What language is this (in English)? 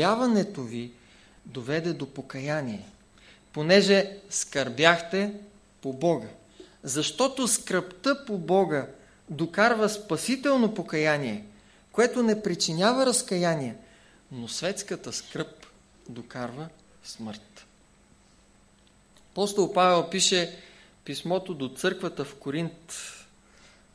Bulgarian